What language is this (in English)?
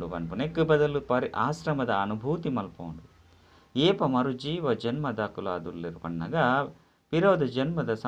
Tulu